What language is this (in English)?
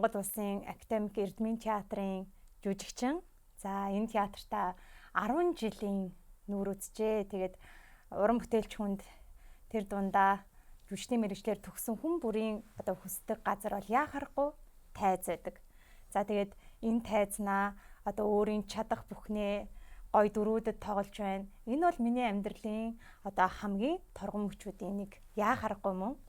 Mongolian